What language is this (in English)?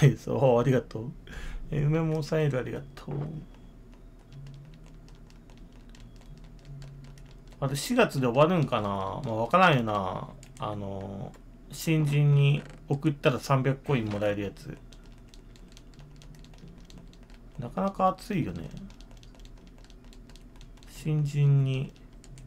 Japanese